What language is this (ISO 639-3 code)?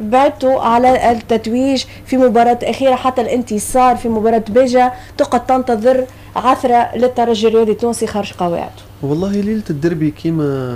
aeb